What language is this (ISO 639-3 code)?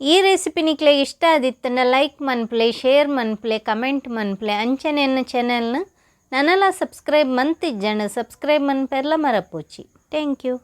tcy